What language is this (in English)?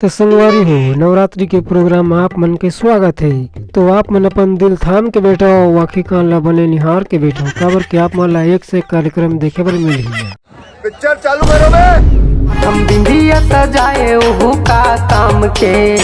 Chhattisgarhi